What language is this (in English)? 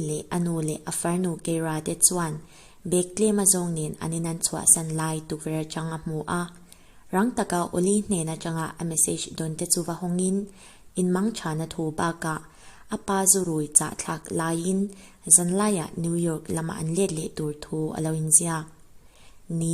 Mizo